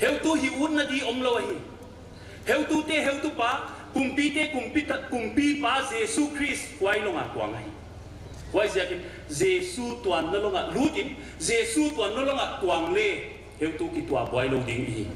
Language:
Paite Chin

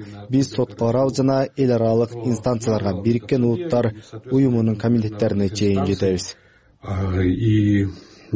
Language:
Kyrgyz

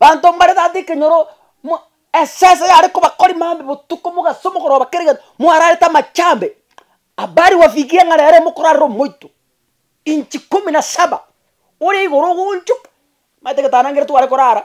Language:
Gusii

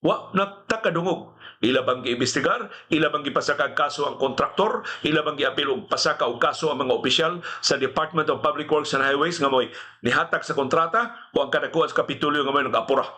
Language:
Cebuano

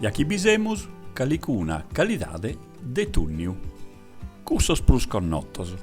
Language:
Sardinian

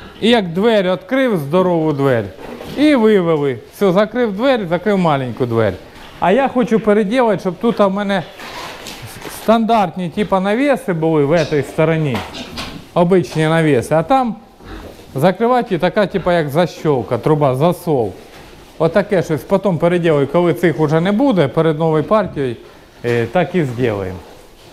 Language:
Ukrainian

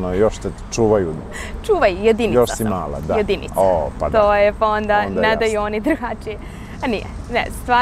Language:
Serbian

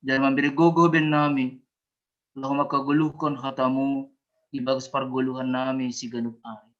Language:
Batak Simalungun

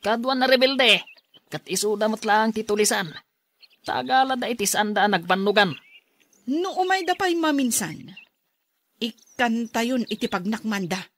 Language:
Iloko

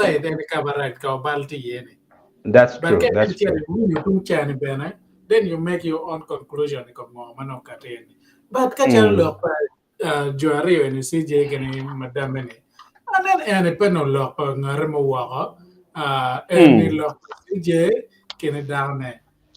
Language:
Acoli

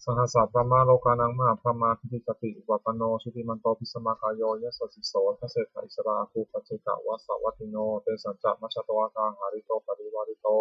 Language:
Pali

